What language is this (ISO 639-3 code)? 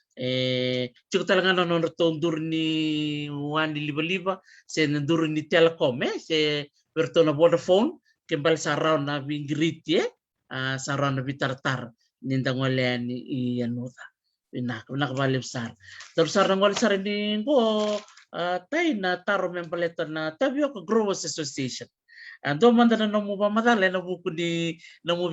fij